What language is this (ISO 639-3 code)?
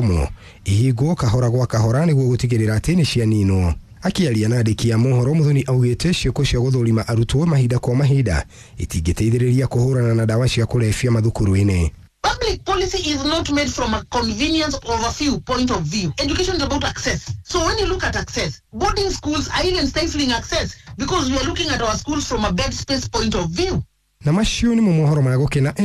kik